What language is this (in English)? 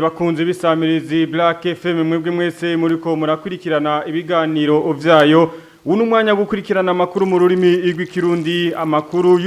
Rundi